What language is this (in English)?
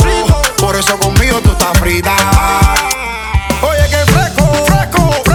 Spanish